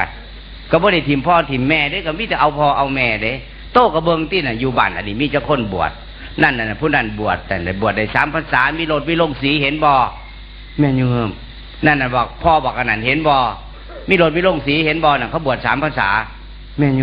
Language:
Northeastern Thai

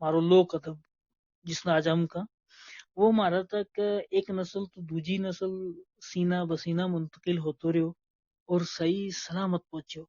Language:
Gujari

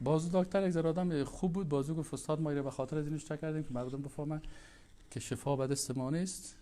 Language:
Persian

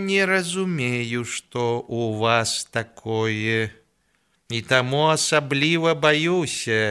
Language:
Belarusian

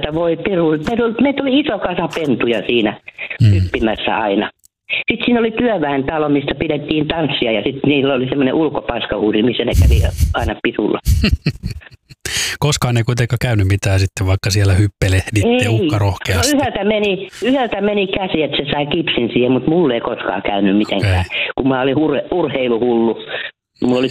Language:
Finnish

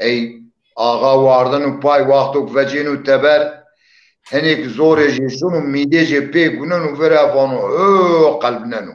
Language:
Zaza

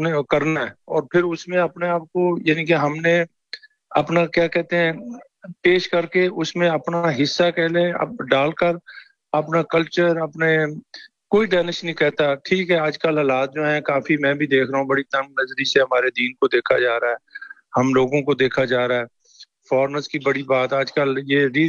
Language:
Urdu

